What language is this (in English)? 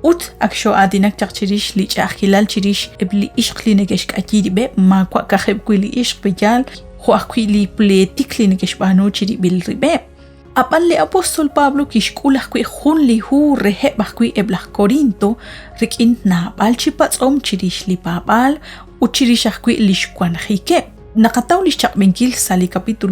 Kekchí